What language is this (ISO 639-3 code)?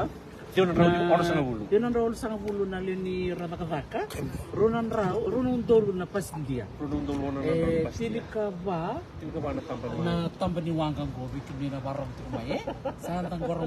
fij